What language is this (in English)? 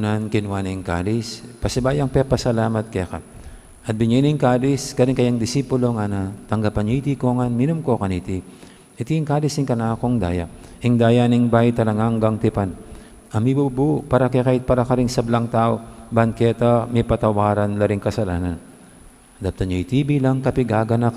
Pampanga